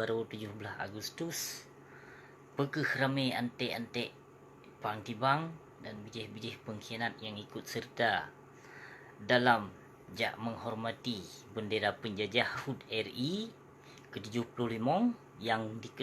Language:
Achinese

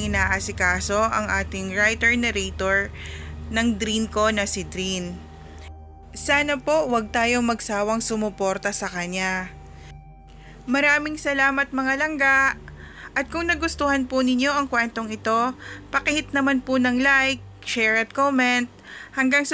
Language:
Filipino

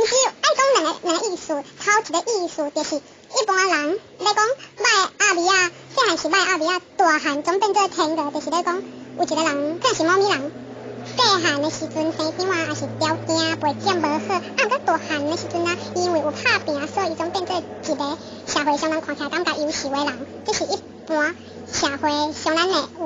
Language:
Min Nan Chinese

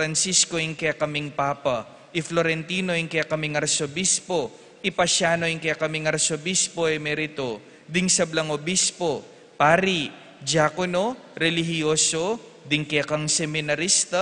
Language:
Pampanga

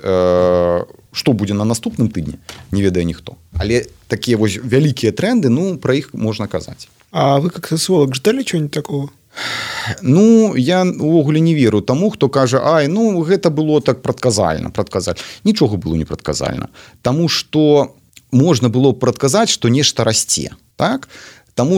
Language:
Belarusian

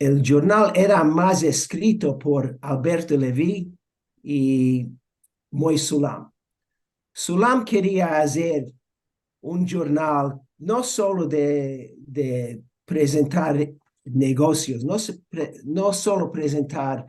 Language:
Ladino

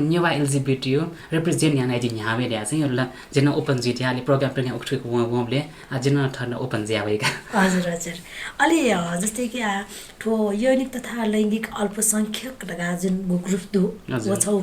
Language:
Newari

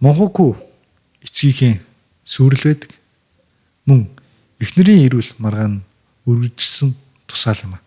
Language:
Mongolian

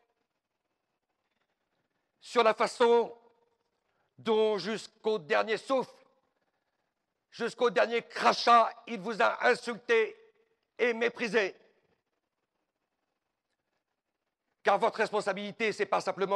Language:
French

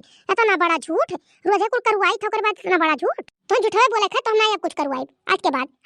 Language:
Awadhi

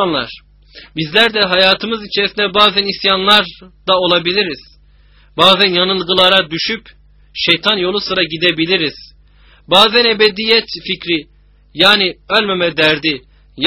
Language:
Turkish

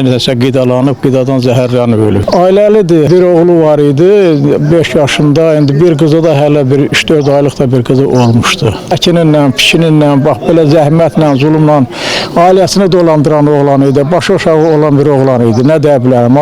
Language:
Azerbaijani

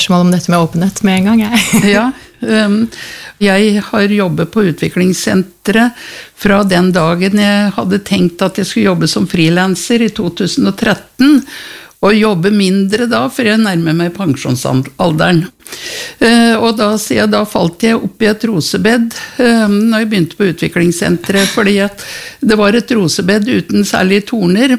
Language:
Norwegian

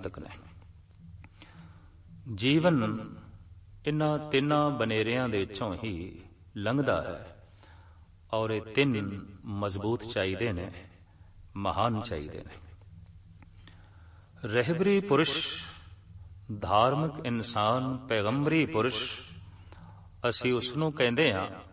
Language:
Punjabi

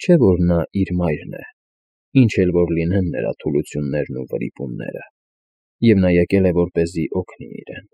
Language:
Armenian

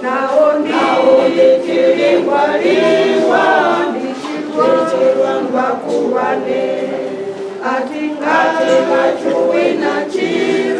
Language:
Venda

